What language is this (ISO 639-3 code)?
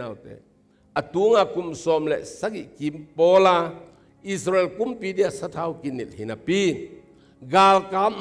ctd